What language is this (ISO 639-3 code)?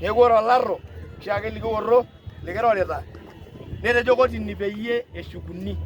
mas